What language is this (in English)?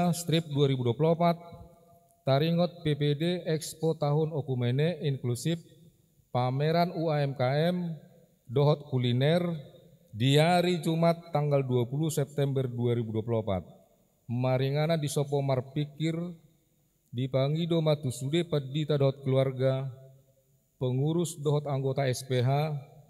Batak Toba